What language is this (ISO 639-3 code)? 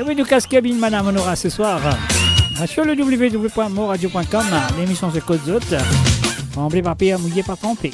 mfe